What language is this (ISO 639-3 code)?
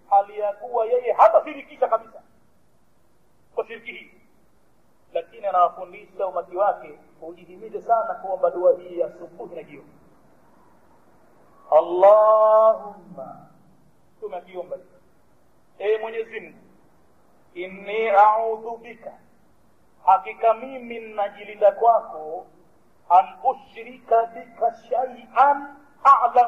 swa